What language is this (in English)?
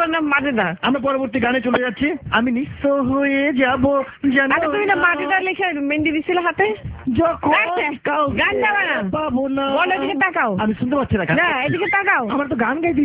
Bangla